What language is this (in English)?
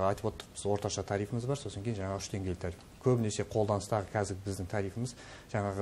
Kazakh